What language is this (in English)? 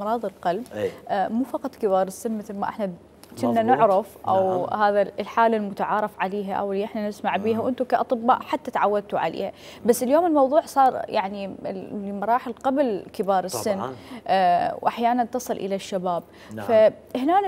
Mesopotamian Arabic